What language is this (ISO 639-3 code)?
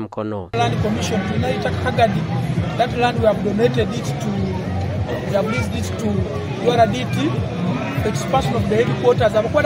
nyn